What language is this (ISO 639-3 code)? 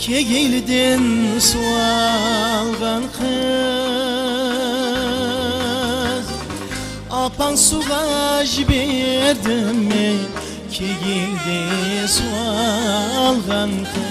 kaa